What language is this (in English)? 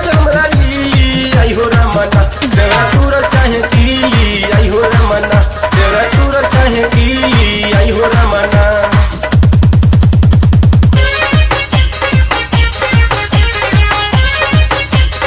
Bhojpuri